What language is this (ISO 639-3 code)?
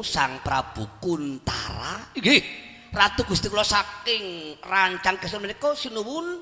jav